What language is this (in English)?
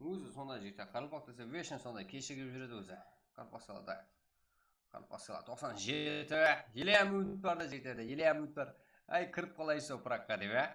Kara-Kalpak